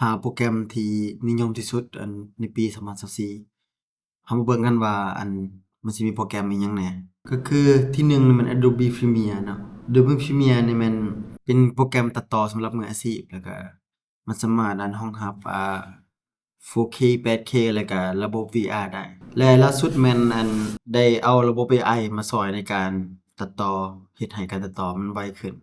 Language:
Lao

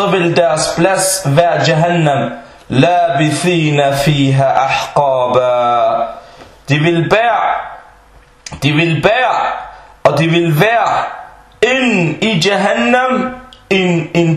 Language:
Danish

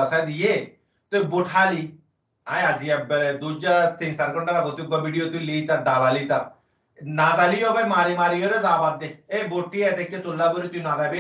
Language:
Rohingya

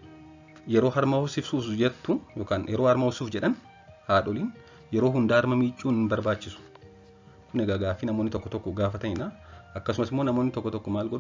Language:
Oromo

